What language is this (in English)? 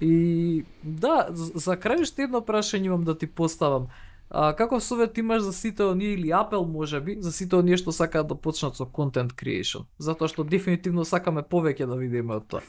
Macedonian